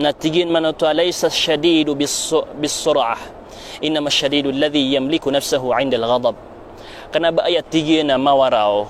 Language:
Maranao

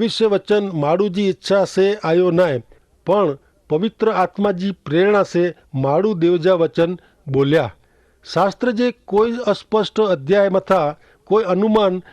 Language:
Kachhi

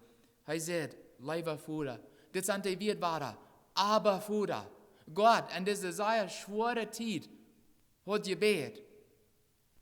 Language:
Plautdietsch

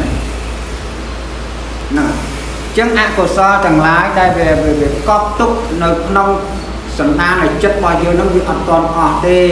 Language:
Khmer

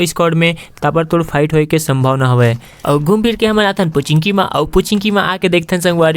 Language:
Chhattisgarhi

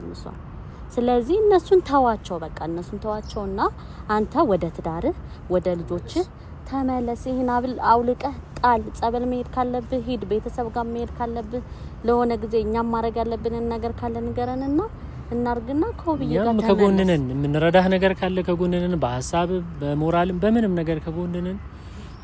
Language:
Amharic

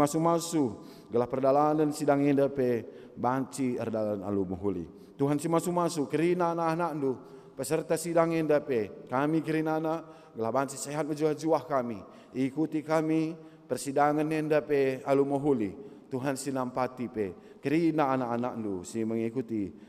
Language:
Batak Karo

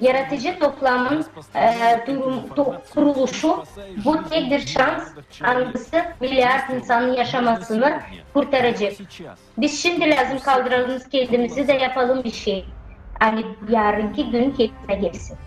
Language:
Gagauz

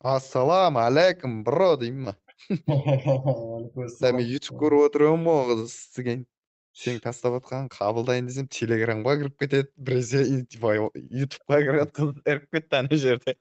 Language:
Kara-Kalpak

